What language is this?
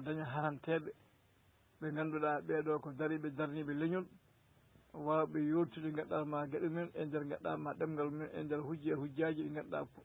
Fula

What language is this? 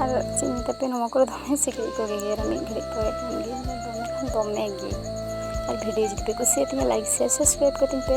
Santali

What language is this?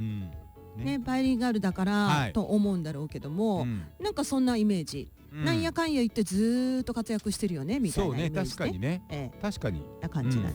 Japanese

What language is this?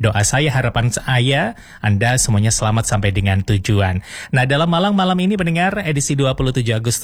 Indonesian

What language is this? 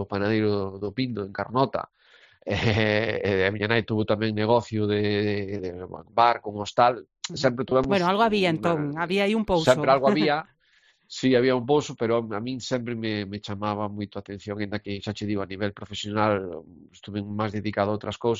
Galician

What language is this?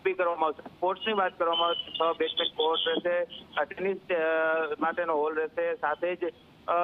Gujarati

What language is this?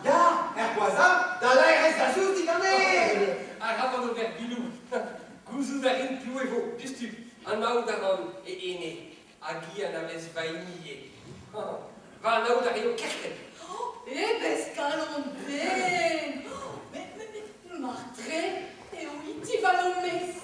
Breton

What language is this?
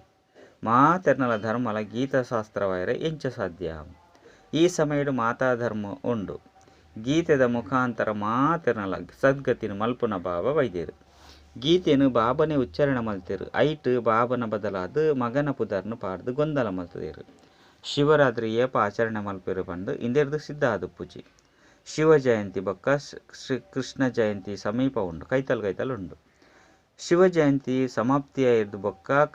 Tulu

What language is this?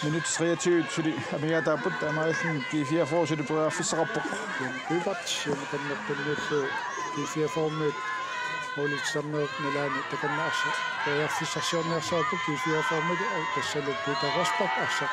Kalaallisut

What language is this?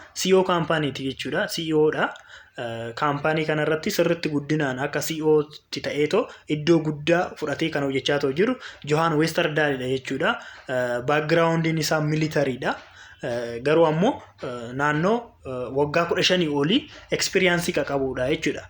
Oromo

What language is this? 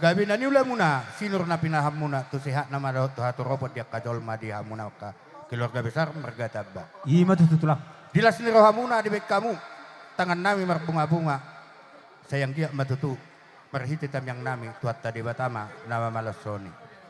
Batak Toba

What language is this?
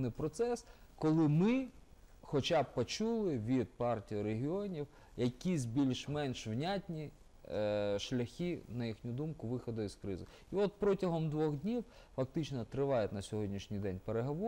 Ukrainian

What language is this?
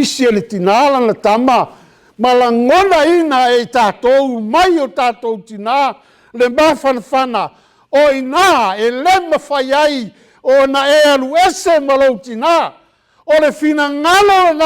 Samoan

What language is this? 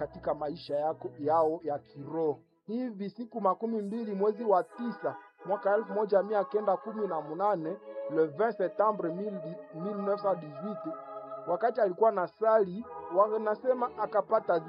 Swahili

